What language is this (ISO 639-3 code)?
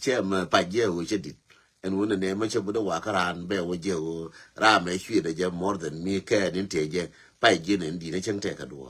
nus